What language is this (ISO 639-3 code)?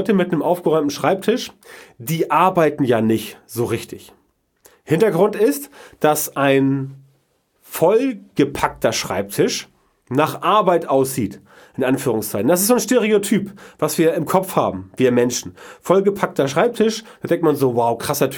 deu